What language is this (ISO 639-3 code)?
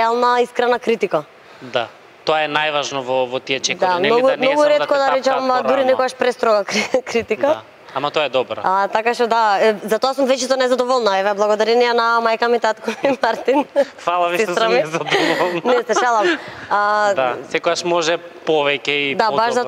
mkd